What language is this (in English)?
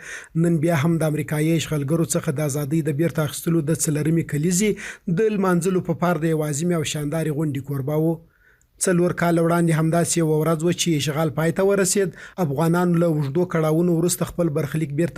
Pashto